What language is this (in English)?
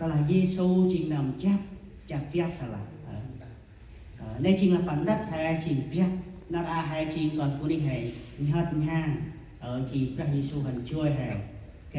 Central Mnong